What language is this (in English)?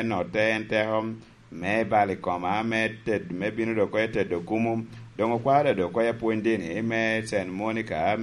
Lango (Uganda)